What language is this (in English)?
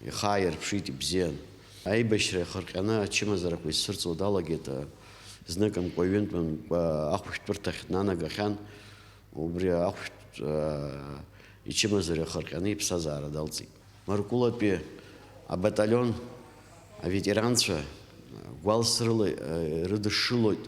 Abkhazian